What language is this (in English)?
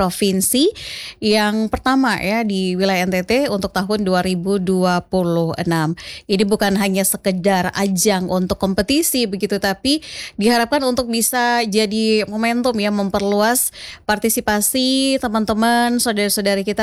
Indonesian